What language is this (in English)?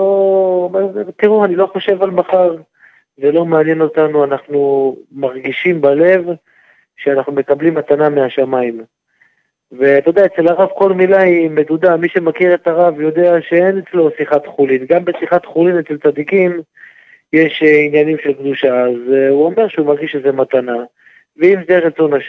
Hebrew